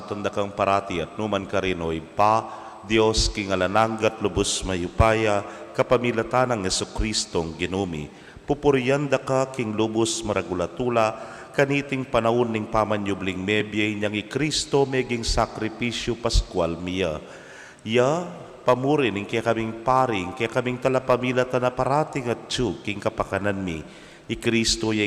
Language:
Pampanga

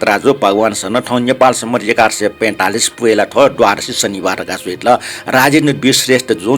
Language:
Newari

